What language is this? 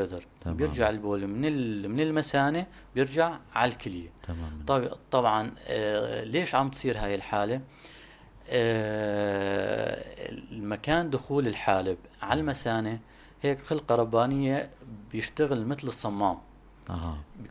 North Levantine Arabic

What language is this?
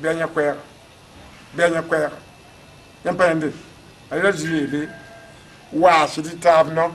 Mossi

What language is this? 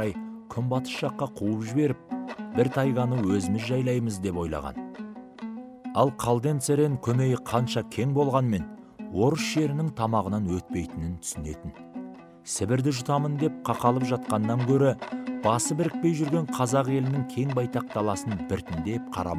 Kazakh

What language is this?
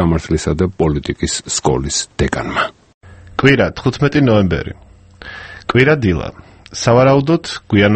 Georgian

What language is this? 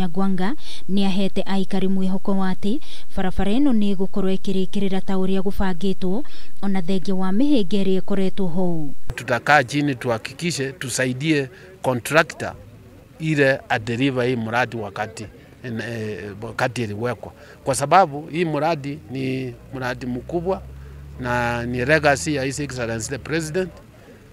Kikuyu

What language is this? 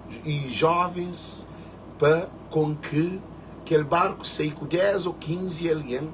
Kabuverdianu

